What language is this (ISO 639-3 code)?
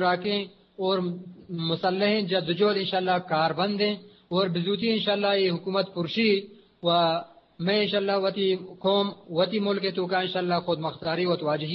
bgp